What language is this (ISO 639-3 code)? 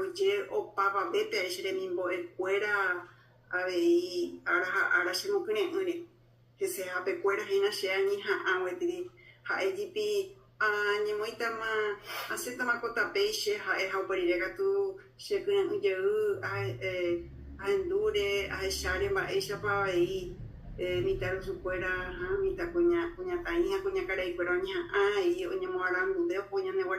grn